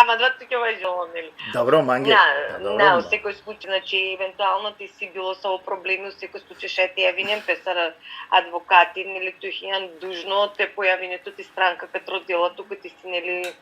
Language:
Balkan Romani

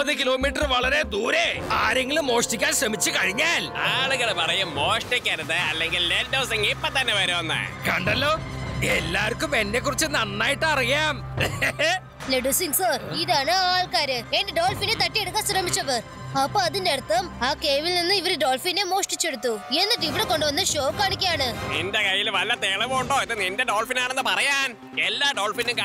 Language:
Malayalam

